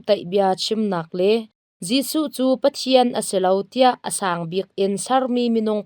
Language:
Hakha Chin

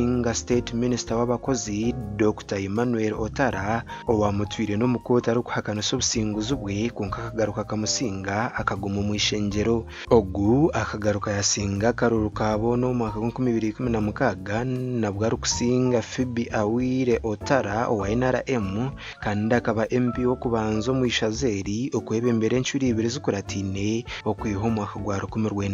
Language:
Nyankole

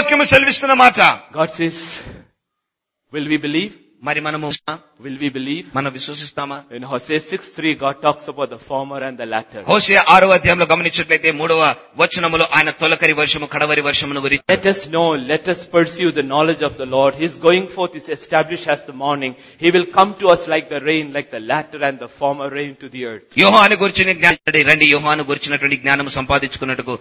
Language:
Telugu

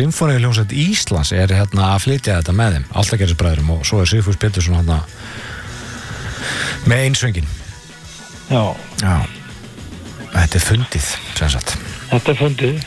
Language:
Icelandic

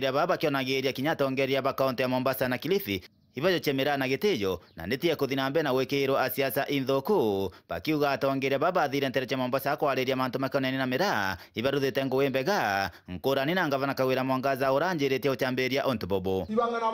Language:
Meru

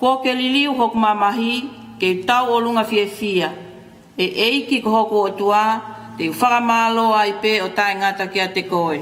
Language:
Tongan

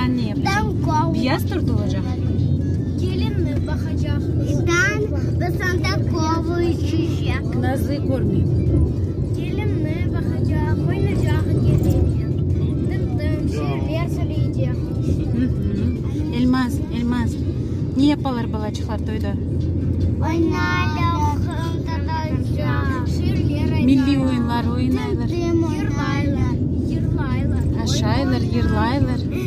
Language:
Crimean Tatar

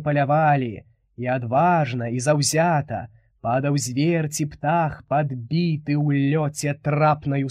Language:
Belarusian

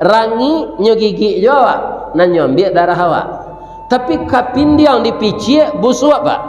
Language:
Minangkabau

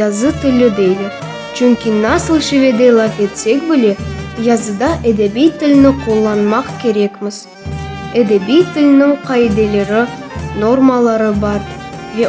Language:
Crimean Tatar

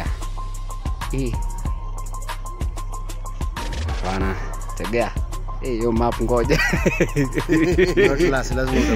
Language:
Swahili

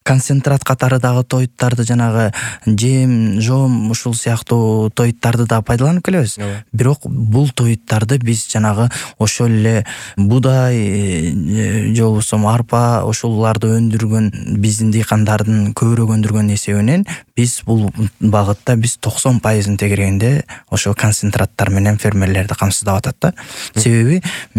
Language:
Kyrgyz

